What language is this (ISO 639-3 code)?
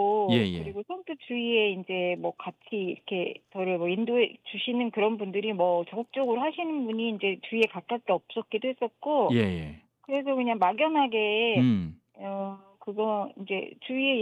kor